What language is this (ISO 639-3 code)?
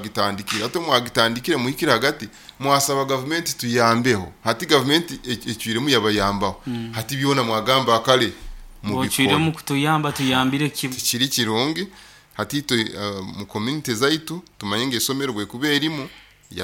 nyo